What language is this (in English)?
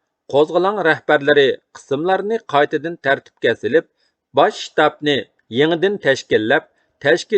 Uyghur